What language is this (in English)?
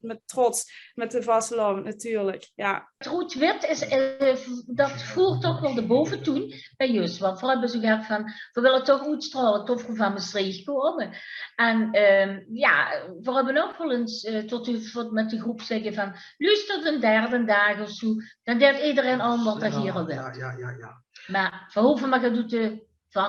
Limburgish